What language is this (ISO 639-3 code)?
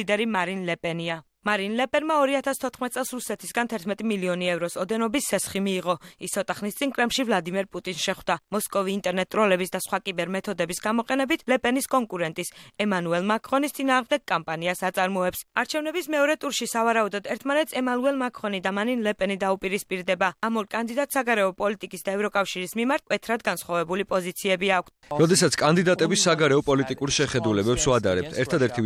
kat